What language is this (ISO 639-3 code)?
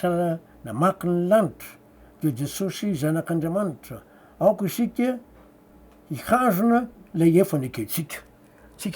mlg